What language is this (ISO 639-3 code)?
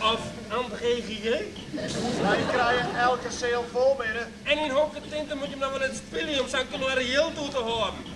fry